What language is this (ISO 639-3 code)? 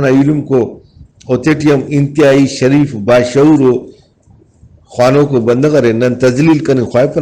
brh